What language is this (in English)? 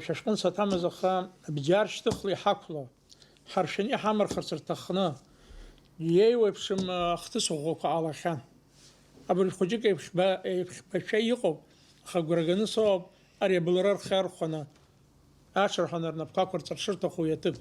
Abkhazian